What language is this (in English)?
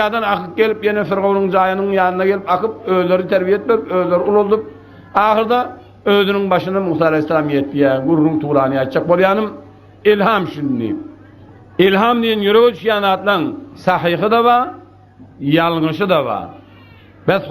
Turkmen